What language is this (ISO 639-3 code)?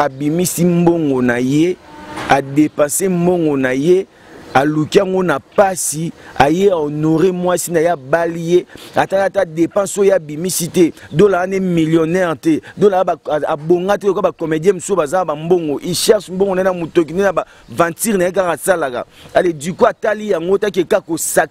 lin